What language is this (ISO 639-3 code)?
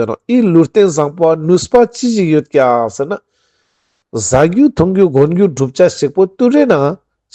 lbj